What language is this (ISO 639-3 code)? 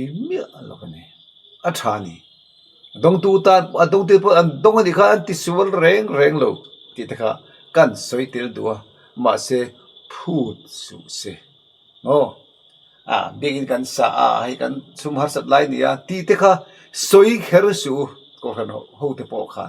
lus